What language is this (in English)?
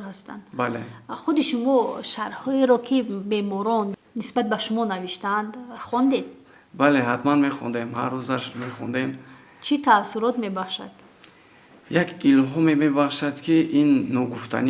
Tajik